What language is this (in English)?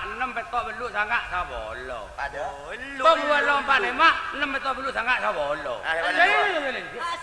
Madurese